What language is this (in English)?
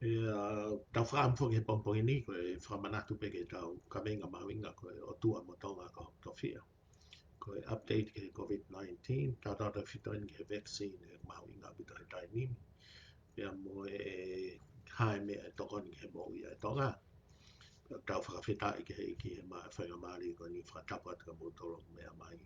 Tongan